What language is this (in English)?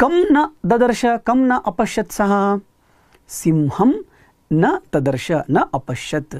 Sanskrit